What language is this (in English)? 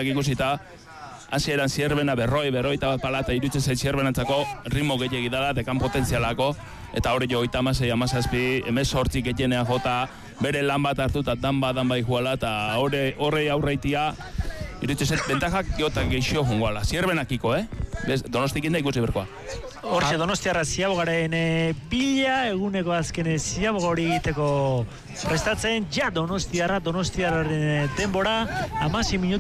Basque